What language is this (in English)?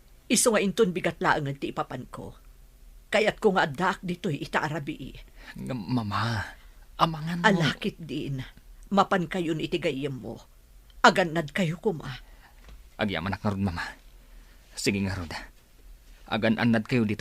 Iloko